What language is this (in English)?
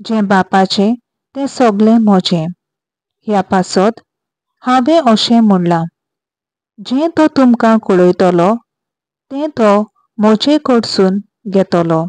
Konkani